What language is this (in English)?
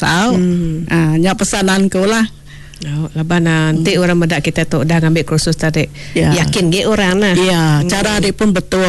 Iban